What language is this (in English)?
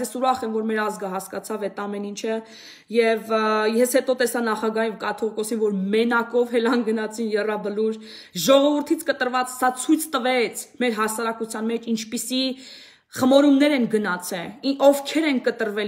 Armenian